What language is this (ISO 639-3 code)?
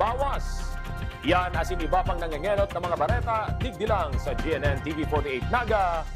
bik